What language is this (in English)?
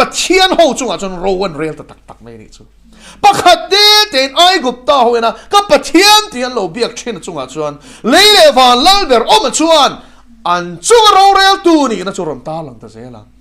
Mizo